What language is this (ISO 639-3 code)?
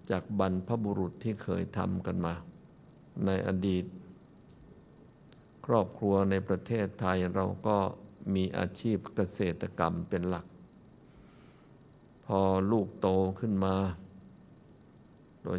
tha